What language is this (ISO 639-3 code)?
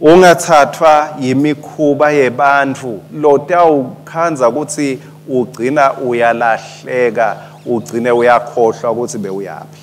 ssw